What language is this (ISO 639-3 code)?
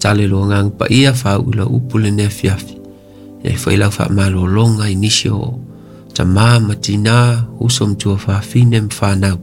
smo